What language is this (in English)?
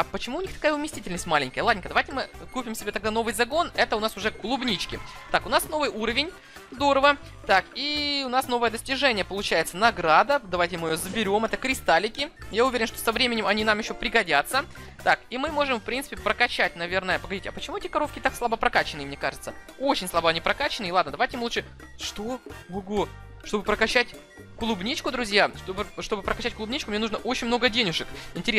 Russian